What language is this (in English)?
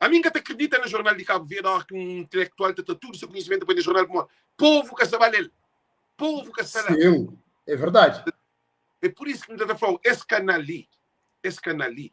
Kabuverdianu